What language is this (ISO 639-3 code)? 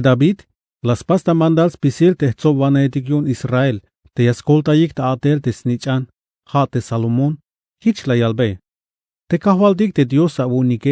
tzh